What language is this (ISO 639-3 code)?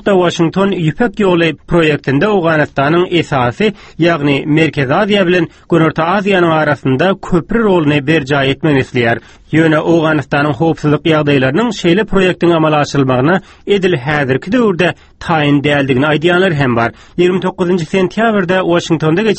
tuk